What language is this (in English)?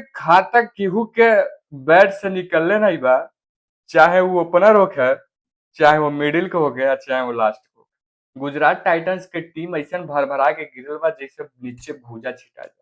Bhojpuri